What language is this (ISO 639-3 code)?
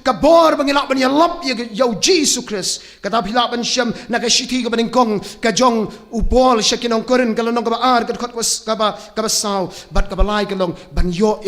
kha